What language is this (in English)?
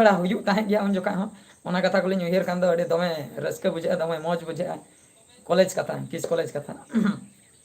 Santali